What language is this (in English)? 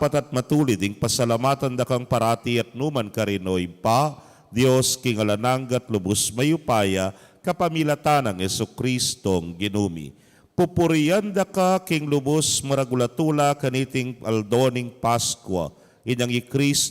Pampanga